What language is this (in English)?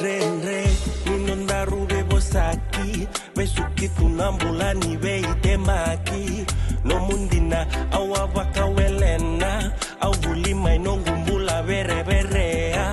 Fijian